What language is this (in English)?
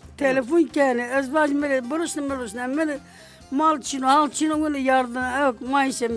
Zaza